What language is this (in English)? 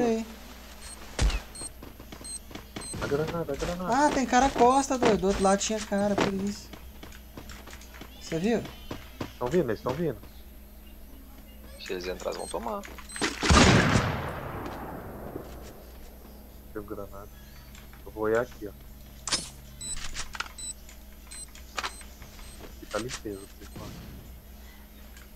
Portuguese